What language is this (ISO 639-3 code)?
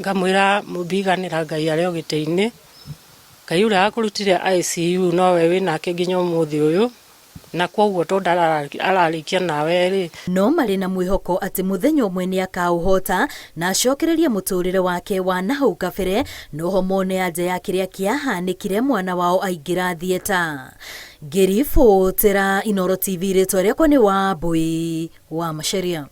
kik